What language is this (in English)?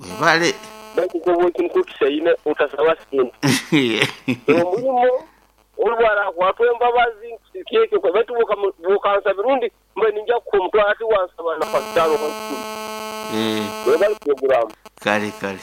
Nyoro